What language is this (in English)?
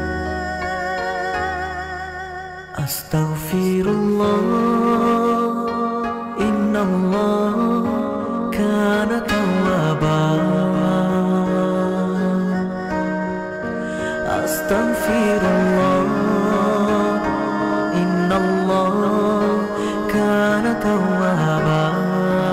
Malay